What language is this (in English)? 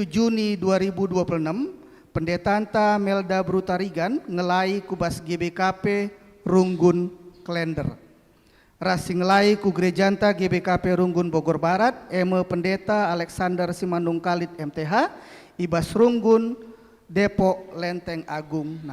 Batak Karo